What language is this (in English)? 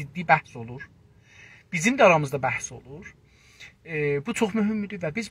South Azerbaijani